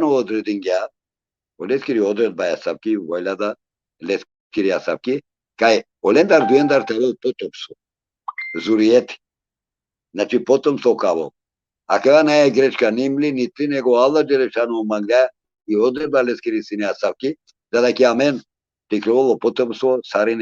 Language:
Balkan Romani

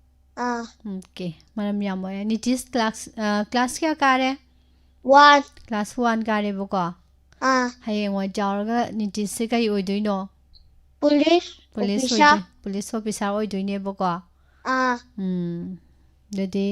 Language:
Manipuri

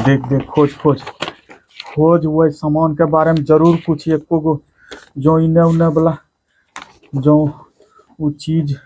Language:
Angika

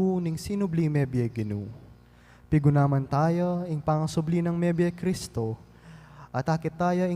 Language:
Pampanga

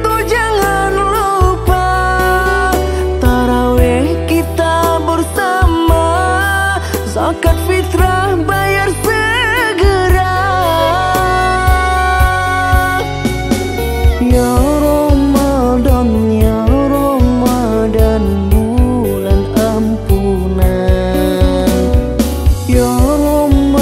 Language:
Indonesian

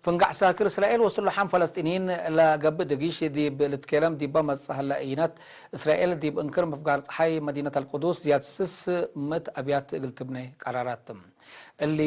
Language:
Tigre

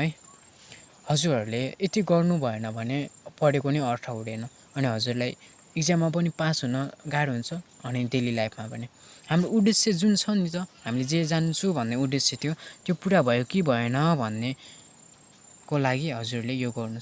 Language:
Nepali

